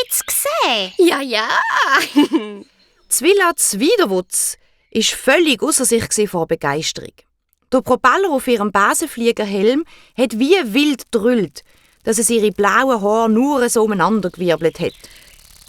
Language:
Swiss German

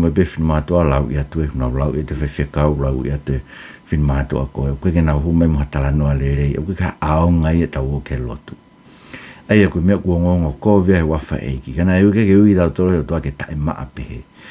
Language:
Tongan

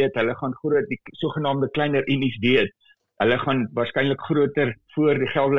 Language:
Afrikaans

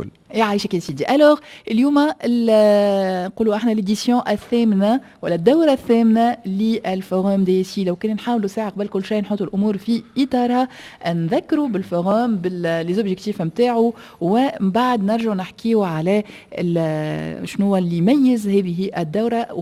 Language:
Tunisian Arabic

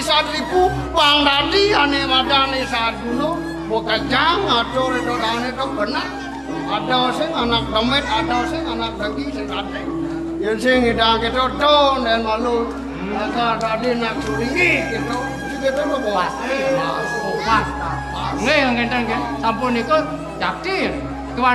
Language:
Balinese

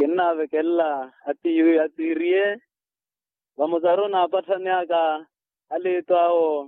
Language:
Makhuwa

